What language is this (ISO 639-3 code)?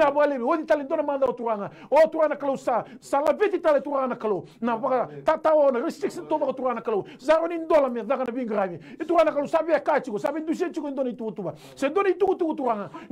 fij